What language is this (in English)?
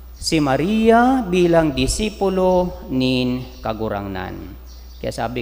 Bikol